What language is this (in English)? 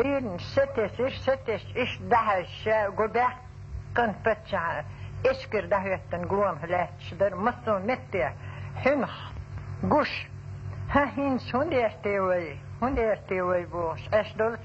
Chechen